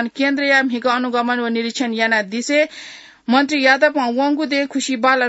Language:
Newari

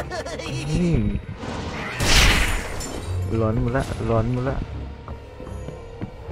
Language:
Thai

